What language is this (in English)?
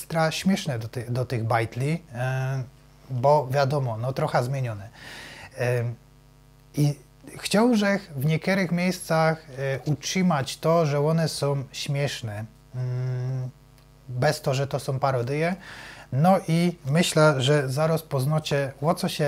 Silesian